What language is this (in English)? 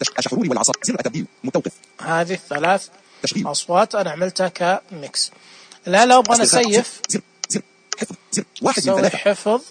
Najdi Arabic